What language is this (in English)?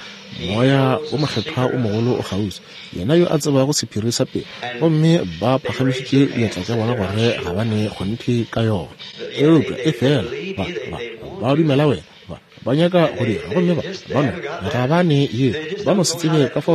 Northern Sotho